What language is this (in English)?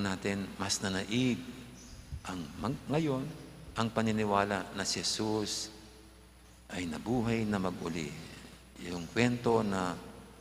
Pampanga